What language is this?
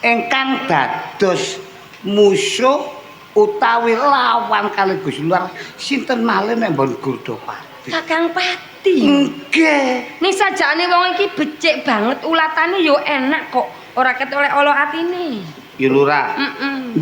Javanese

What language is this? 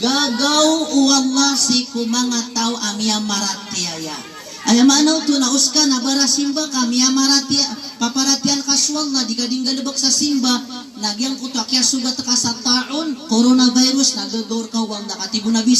Maranao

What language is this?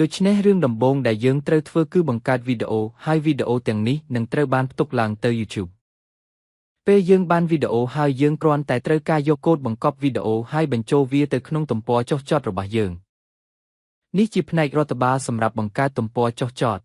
Khmer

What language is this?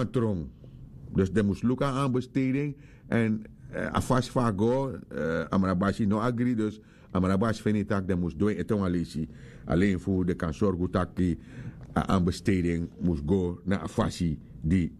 Sranan Tongo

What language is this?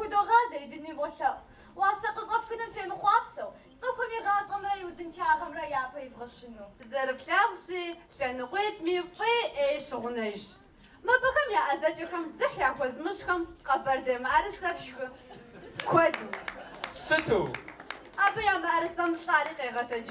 Kabardian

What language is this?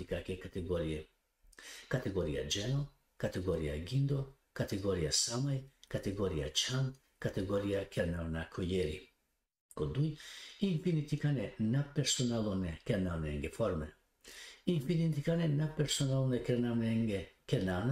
Balkan Romani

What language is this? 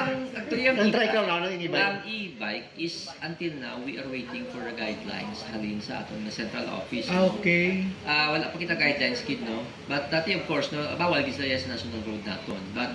Hiligaynon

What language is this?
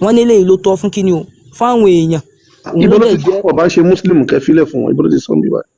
Yoruba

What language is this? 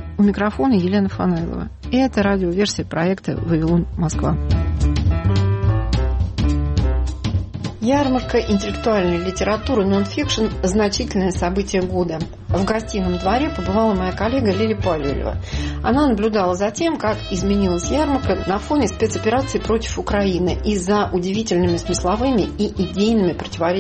Russian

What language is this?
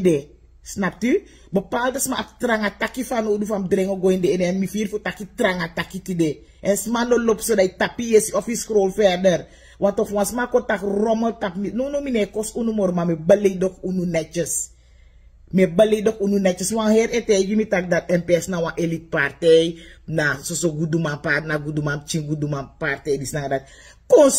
Sranan Tongo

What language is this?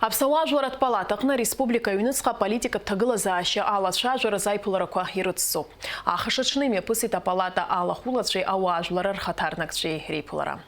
Abkhazian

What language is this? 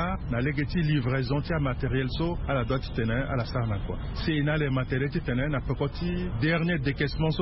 Sango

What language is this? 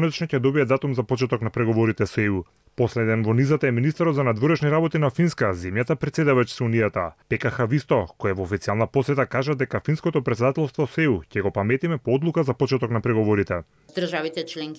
Macedonian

